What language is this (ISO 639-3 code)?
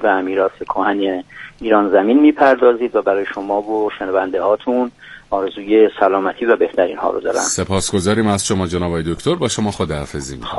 fas